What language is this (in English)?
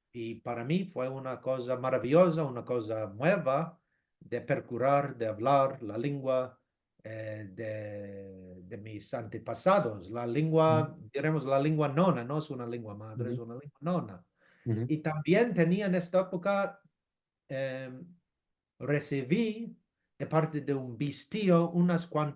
Ladino